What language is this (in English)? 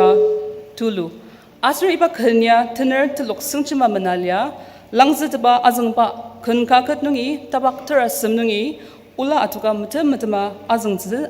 Ao Naga